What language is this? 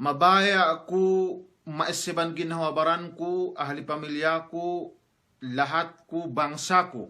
Yakan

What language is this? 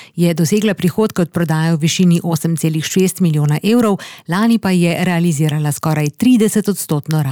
Slovenian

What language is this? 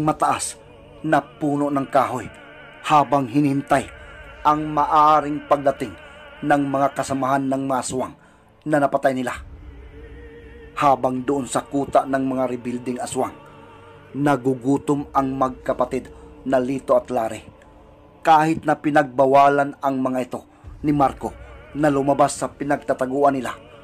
Filipino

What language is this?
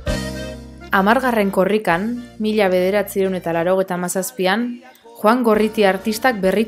Basque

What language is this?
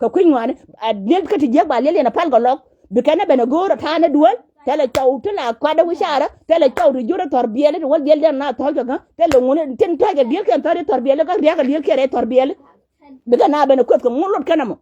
Nuer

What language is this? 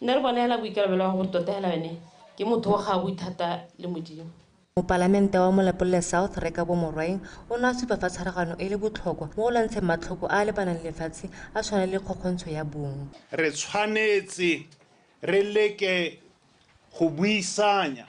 Tswana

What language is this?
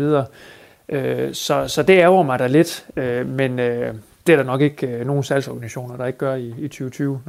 Danish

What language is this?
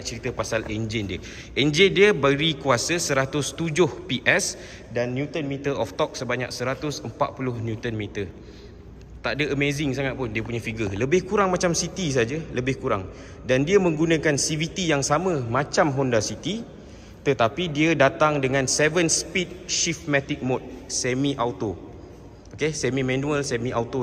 Malay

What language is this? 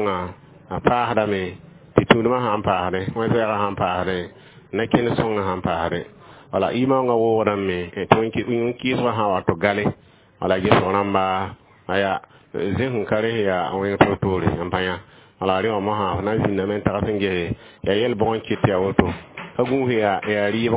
Mossi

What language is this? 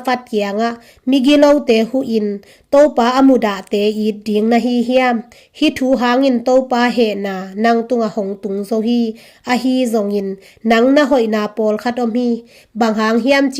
Tedim Chin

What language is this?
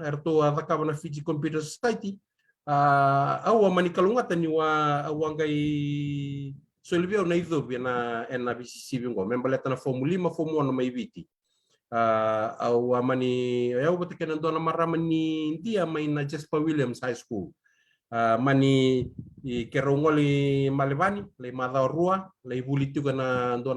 Fijian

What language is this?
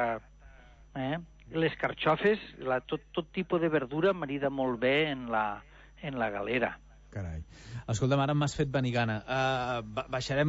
Catalan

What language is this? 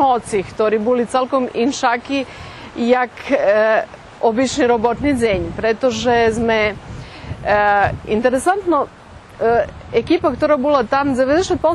Rusyn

